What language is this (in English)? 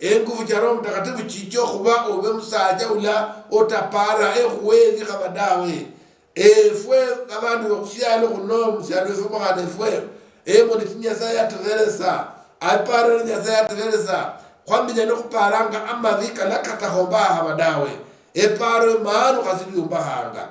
Luyia